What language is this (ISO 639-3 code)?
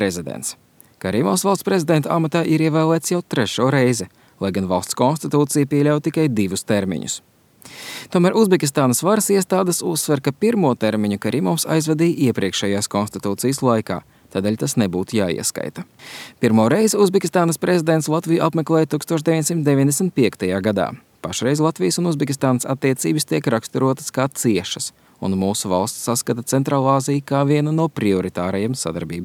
lav